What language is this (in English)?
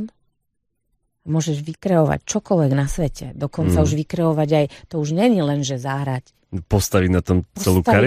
Slovak